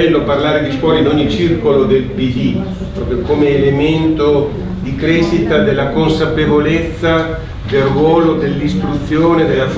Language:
Italian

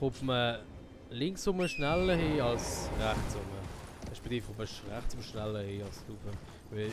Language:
Swiss German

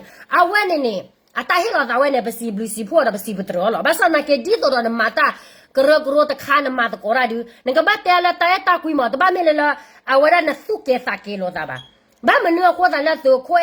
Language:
S'gaw Karen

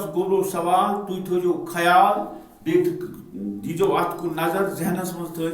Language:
Kashmiri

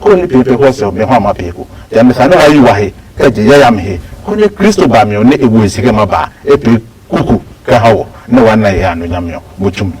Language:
Adangme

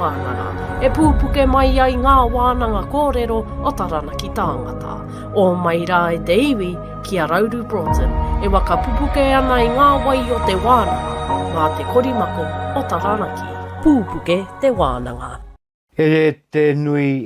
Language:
Māori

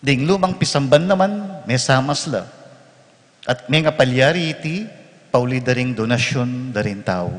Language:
Pampanga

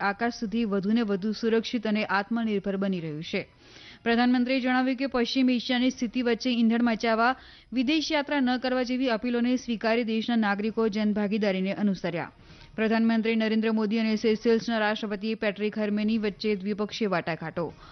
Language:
Gujarati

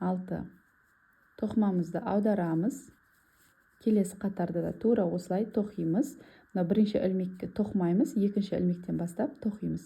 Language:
Kazakh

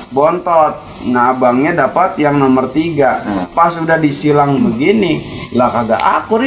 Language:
Betawi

